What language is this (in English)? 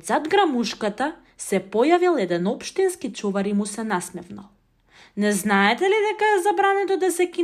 Macedonian